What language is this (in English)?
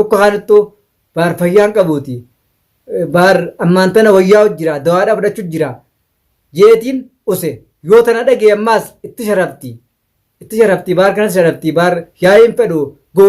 Oromo